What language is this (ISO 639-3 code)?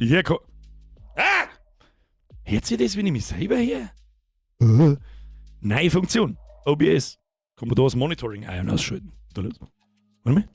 bar